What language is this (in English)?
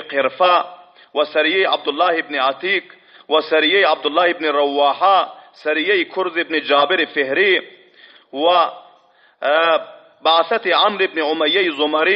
Turkmen